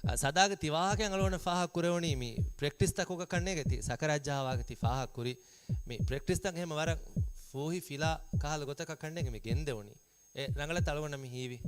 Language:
Divehi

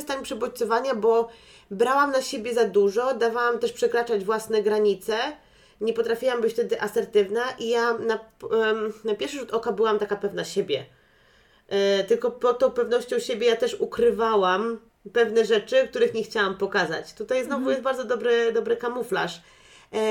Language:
Polish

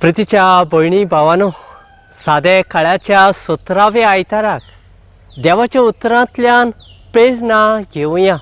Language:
Konkani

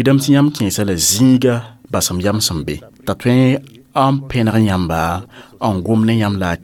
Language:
Mossi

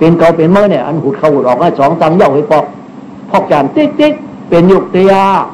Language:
Shan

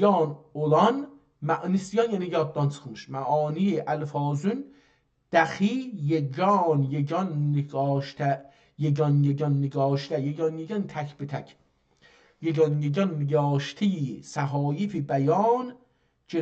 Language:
South Azerbaijani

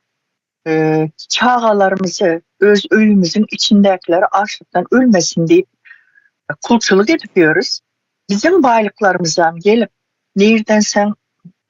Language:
Turkmen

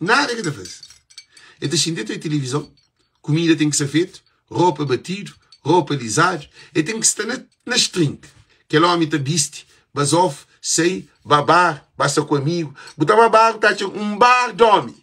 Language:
Kabuverdianu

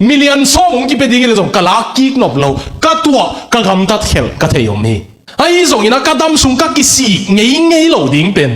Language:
Tedim Chin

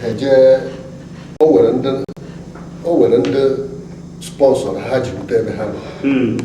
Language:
Igbo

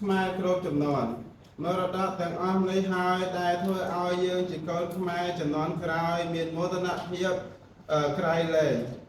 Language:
Khmer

